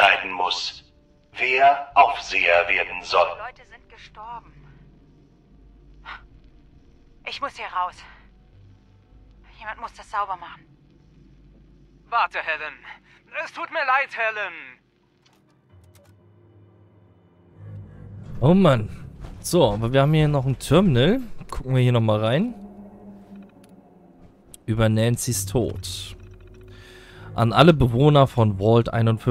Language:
German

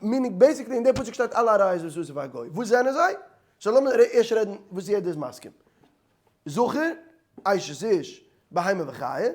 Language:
Yiddish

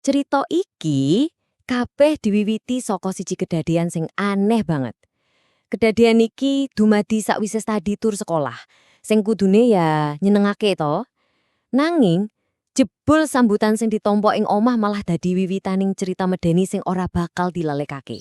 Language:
Javanese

